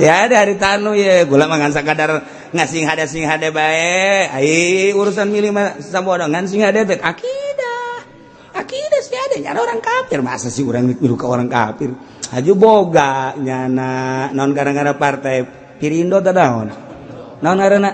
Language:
Sundanese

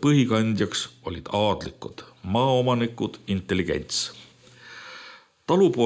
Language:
Estonian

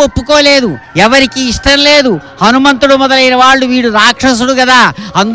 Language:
Telugu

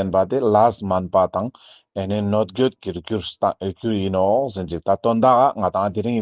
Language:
Ladakhi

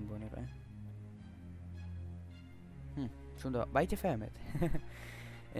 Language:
Hebrew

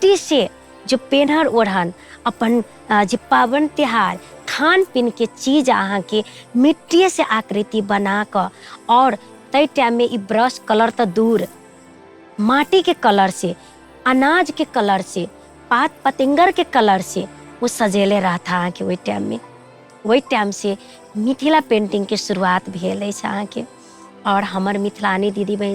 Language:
Maithili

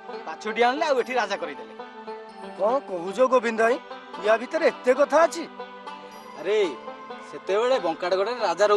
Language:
Odia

